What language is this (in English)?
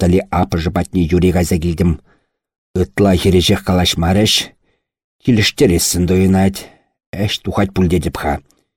Chuvash